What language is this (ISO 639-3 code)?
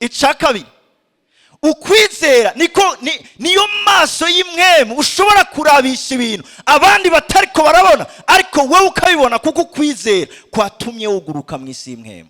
run